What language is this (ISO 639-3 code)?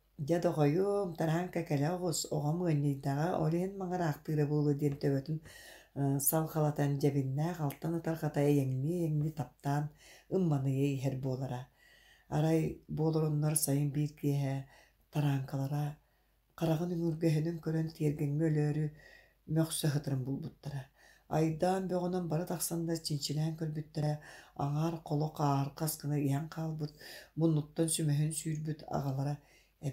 sah